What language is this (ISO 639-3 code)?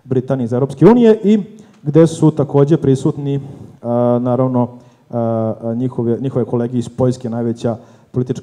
srp